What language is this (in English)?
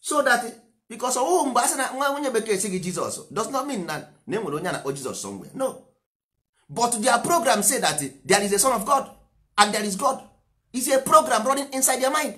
Igbo